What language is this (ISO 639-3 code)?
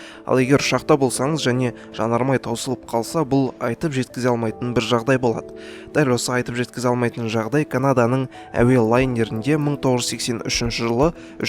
kaz